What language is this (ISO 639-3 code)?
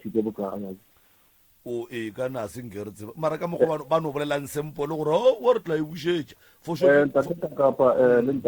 nso